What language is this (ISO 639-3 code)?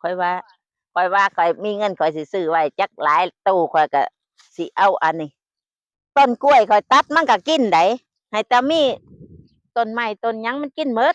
tts